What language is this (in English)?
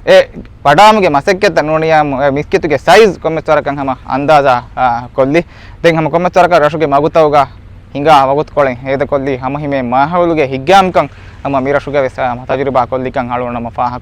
Divehi